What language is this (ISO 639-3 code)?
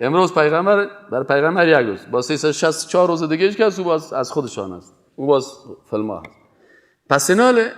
fas